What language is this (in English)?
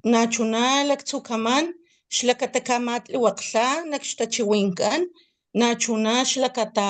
Papantla Totonac